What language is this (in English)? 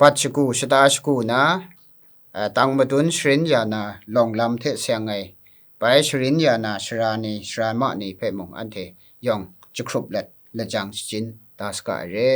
Kachin